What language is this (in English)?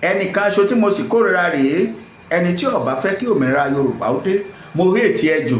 Yoruba